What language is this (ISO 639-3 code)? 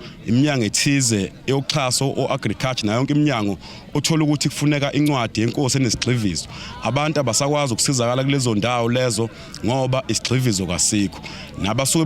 zul